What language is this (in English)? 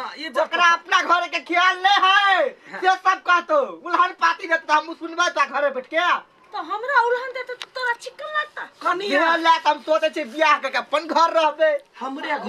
Maithili